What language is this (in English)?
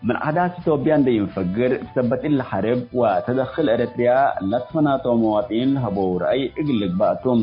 Tigre